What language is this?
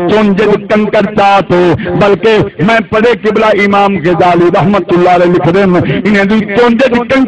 Saraiki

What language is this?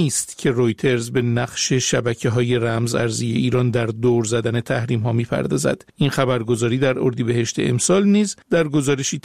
Persian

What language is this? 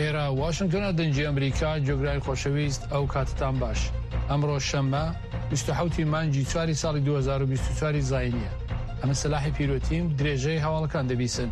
Central Kurdish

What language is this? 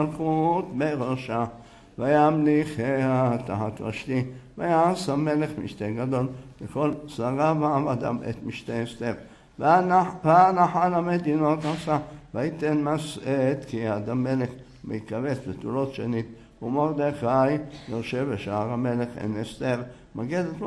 Hebrew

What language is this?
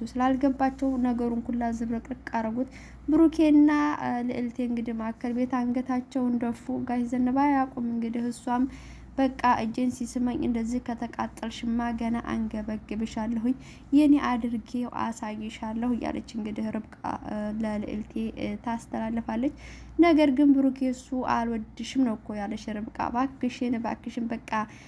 Amharic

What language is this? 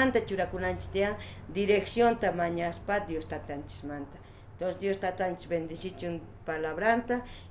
South Bolivian Quechua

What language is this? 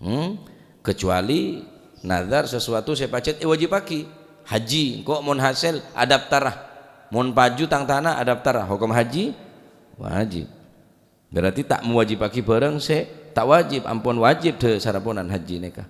Madurese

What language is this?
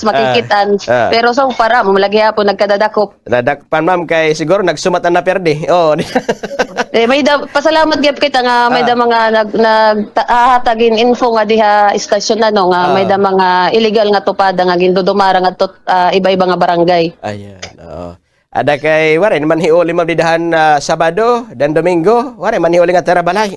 Waray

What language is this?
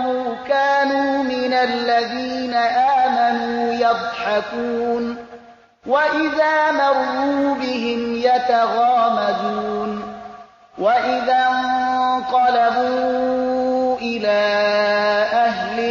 Persian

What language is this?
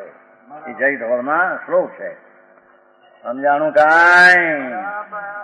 Gujarati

